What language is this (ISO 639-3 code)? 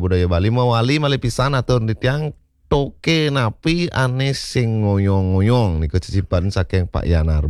ban